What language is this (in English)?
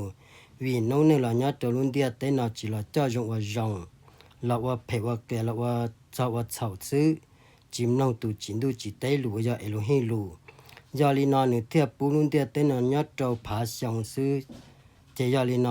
Hmong